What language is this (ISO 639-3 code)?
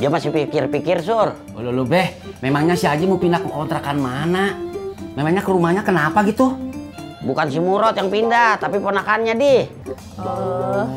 bew